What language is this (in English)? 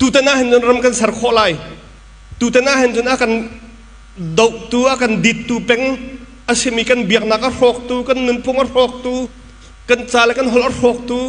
Hakha Chin